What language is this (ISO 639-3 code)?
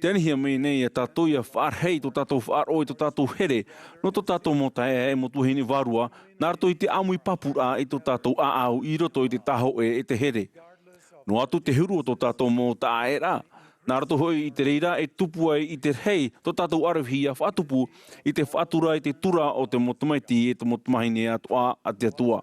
tah